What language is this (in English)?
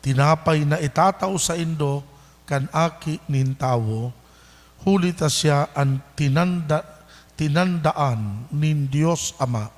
Bikol